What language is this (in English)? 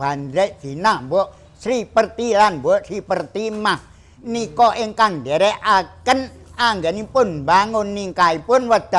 Javanese